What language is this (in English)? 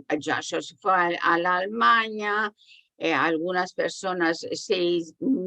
Ladino